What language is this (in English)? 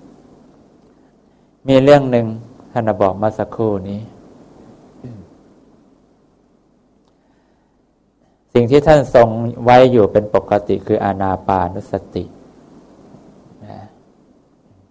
Thai